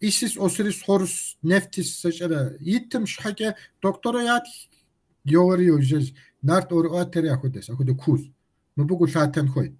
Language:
Kabardian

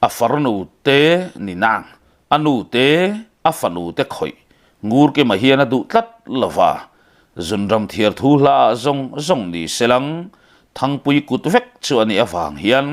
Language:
Mizo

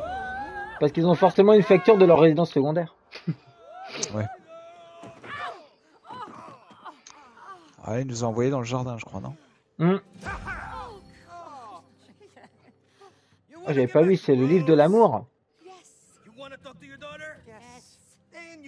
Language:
French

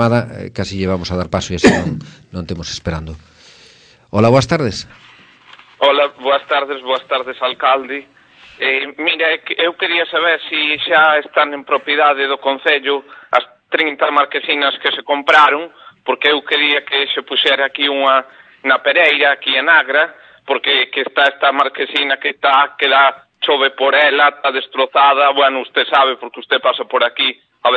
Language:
Galician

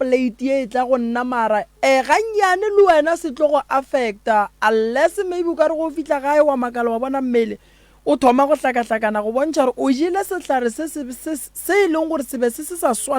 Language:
Northern Sotho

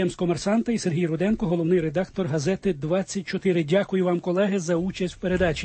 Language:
Ukrainian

